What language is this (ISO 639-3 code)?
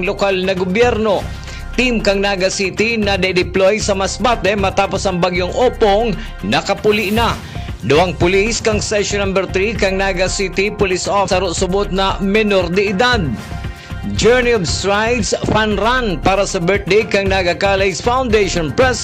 bik